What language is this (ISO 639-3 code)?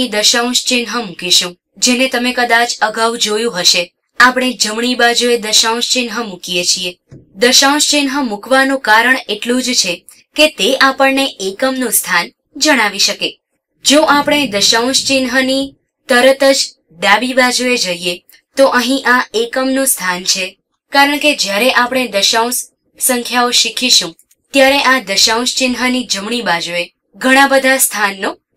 guj